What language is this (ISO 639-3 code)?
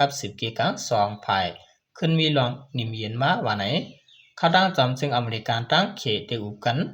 shn